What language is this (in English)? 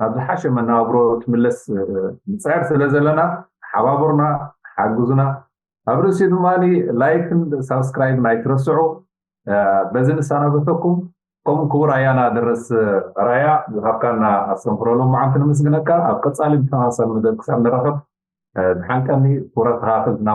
Tigrinya